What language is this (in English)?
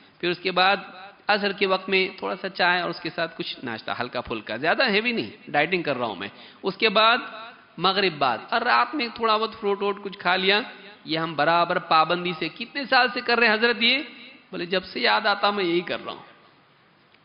Urdu